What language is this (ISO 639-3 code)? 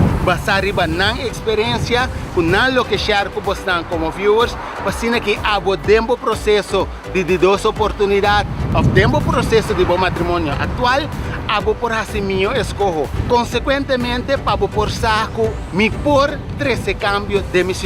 pap